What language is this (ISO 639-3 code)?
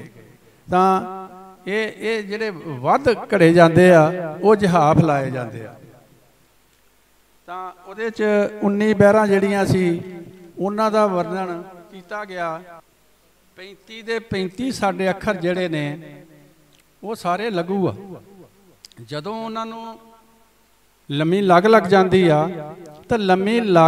pan